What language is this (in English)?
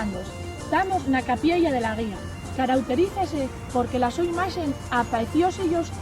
Asturian